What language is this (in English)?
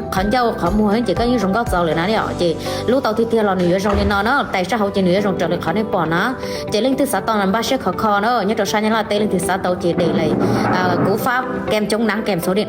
Hmong